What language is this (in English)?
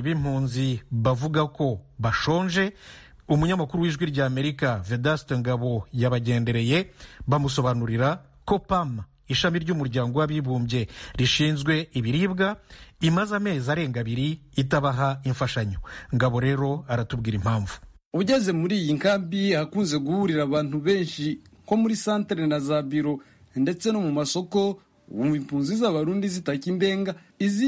Kinyarwanda